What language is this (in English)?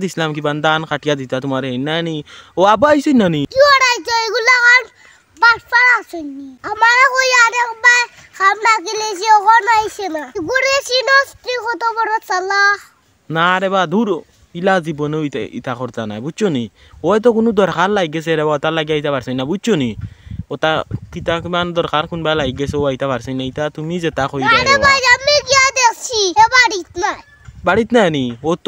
Sylheti